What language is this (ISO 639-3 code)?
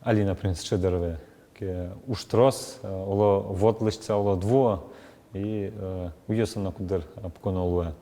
udm